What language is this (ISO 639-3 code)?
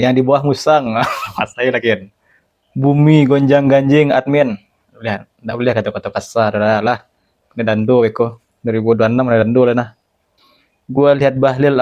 min